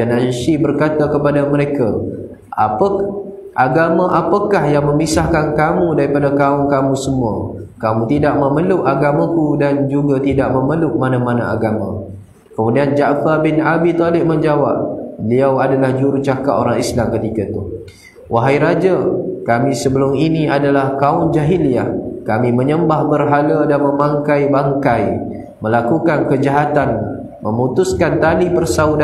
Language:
Malay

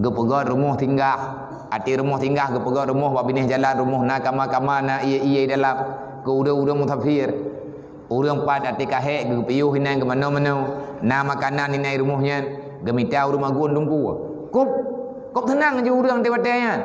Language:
Achinese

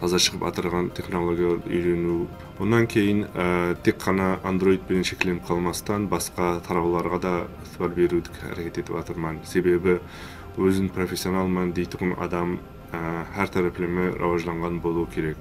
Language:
Kara-Kalpak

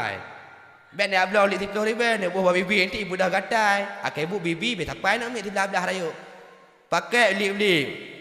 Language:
Achinese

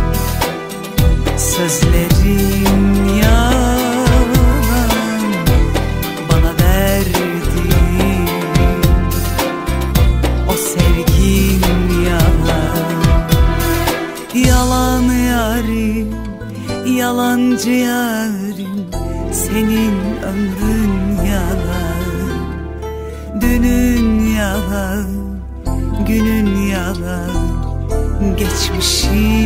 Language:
Turkish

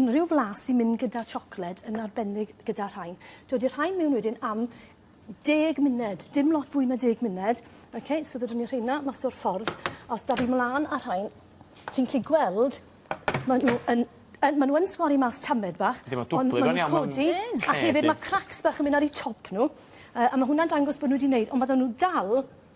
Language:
Welsh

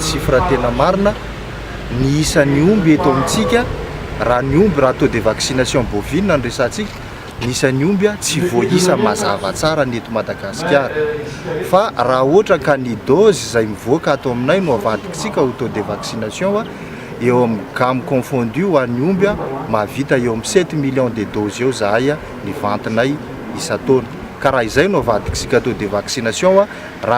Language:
Malagasy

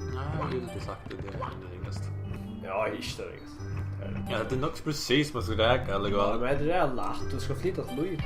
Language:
Faroese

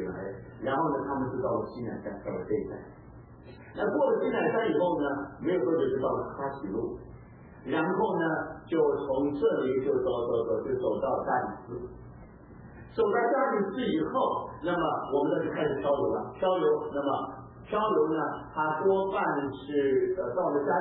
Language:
Chinese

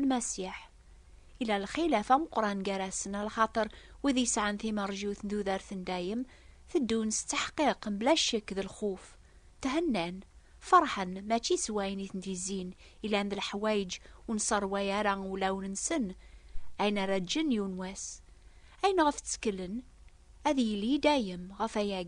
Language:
Kabyle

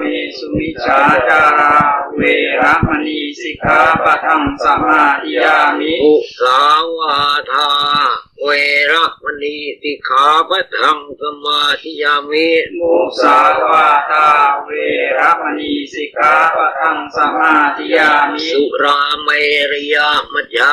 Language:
Pali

